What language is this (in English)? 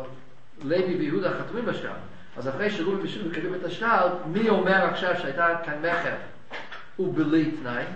Hebrew